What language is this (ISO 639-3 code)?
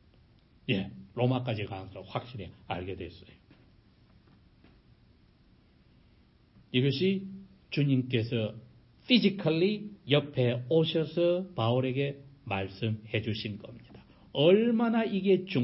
kor